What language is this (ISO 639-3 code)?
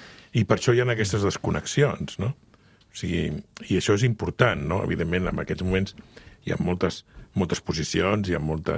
cat